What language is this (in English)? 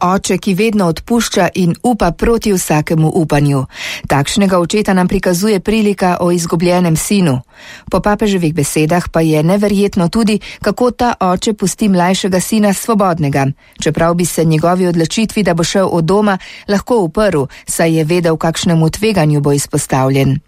Slovenian